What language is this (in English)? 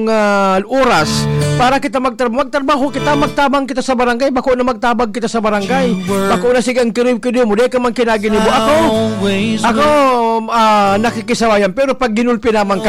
Bikol